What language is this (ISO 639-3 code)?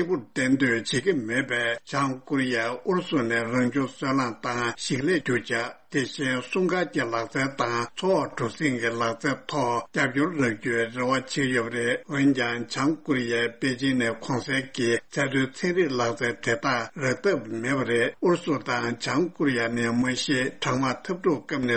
bod